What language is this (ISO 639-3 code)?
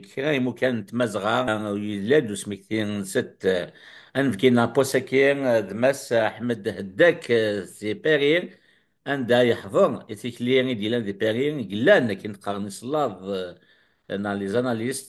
kab